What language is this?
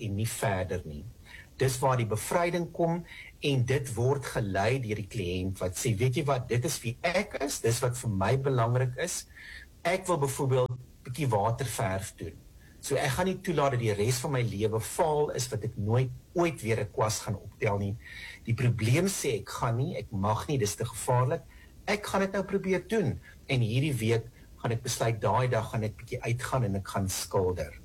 Afrikaans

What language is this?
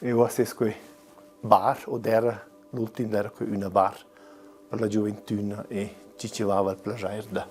Romansh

